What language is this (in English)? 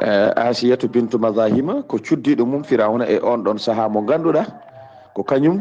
Fula